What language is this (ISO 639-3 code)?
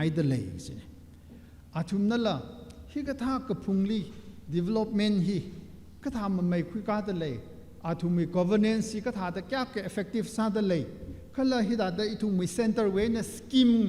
nmf